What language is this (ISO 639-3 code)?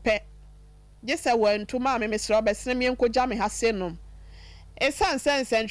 aka